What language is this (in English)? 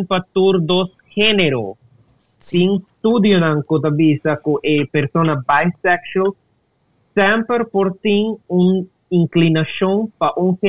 Papiamento